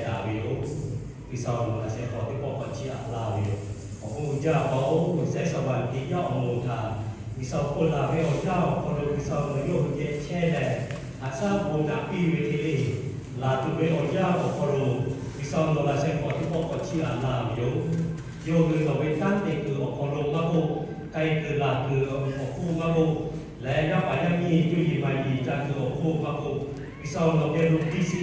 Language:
Lahu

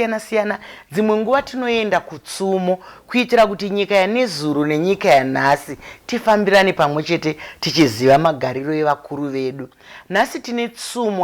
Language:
Shona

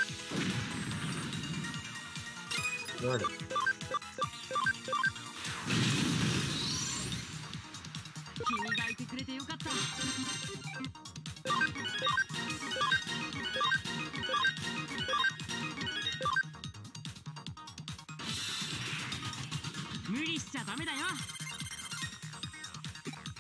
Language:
Japanese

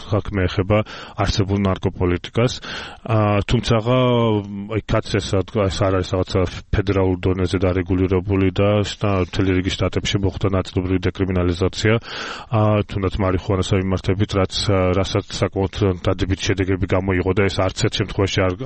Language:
Georgian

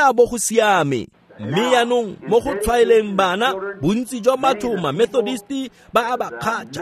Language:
Tswana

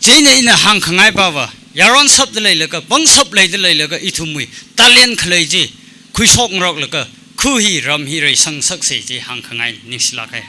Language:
Tangkhul Naga (India)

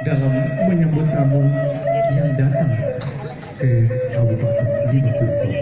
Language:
Minangkabau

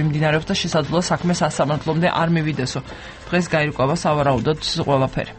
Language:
Georgian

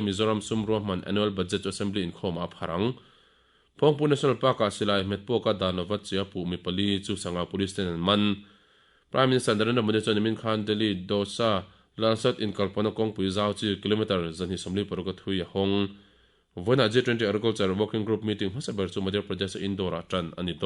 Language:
Mizo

